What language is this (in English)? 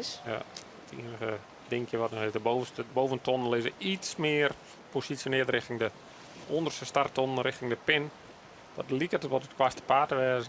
Western Frisian